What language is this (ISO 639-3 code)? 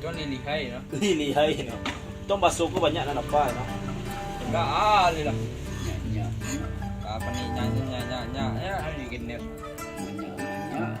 min